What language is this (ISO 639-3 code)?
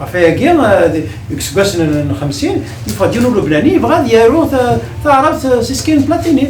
kab